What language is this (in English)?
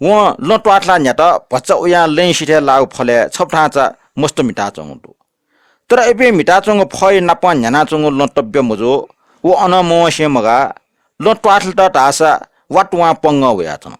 Newari